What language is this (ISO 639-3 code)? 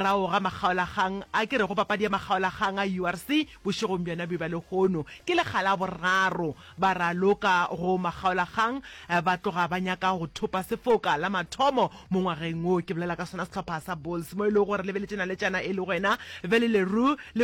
nso